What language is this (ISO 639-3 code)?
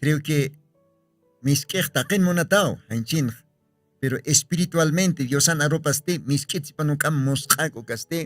aym